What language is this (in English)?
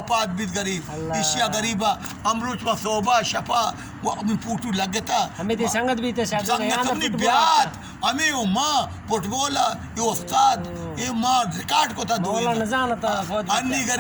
Baluchi